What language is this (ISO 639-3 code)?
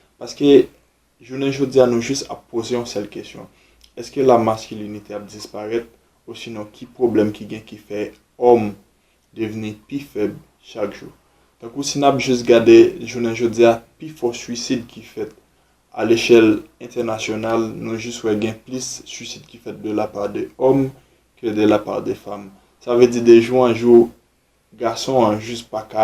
hat